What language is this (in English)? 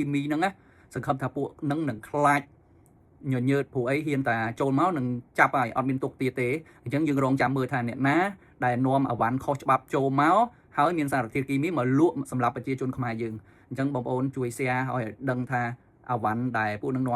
Khmer